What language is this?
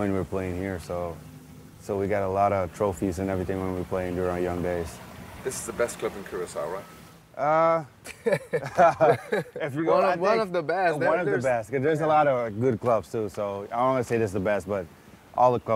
Dutch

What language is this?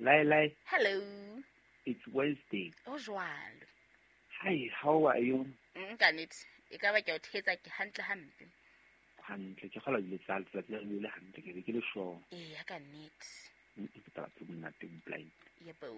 Southern Sotho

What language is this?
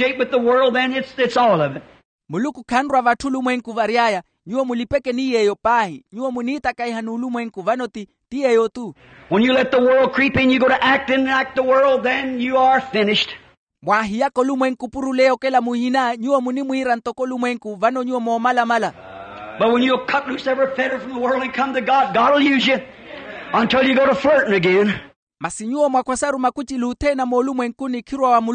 Makhuwa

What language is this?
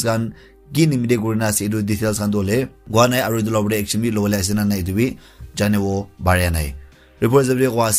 Naga Pidgin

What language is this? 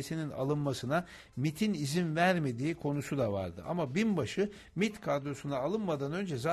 Turkish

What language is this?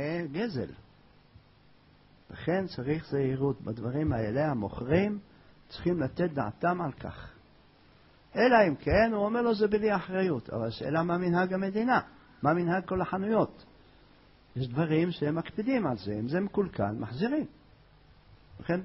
Hebrew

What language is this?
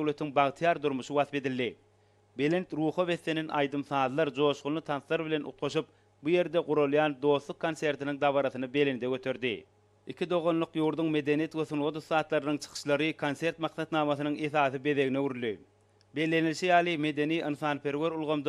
Turkmen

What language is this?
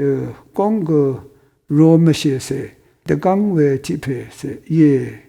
Rawang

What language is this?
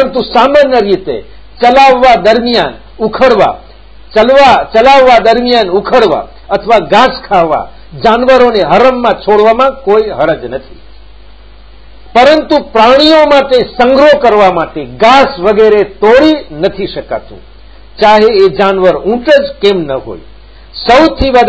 Gujarati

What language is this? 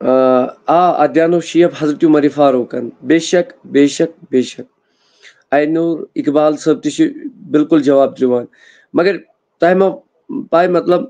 Kashmiri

